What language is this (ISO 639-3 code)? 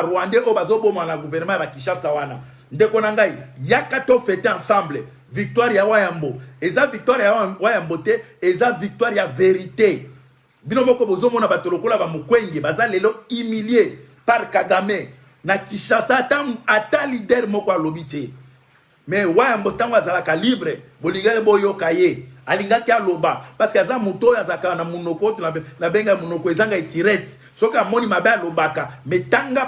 lin